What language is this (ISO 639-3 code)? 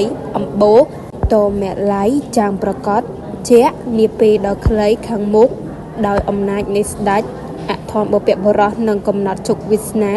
khm